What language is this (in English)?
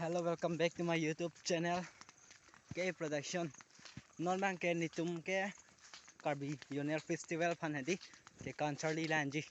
Karbi